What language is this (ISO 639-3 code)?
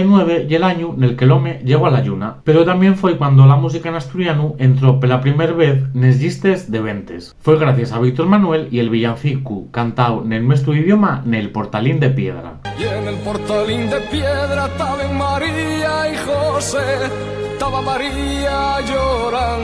ast